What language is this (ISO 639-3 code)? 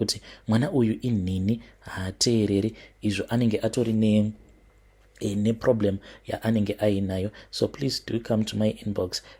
sna